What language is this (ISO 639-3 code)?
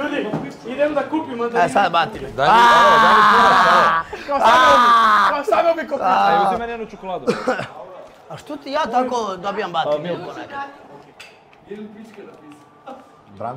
srp